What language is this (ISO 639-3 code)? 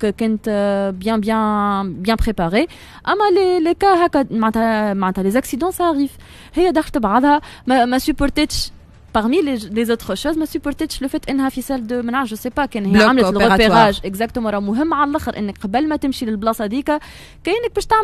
aeb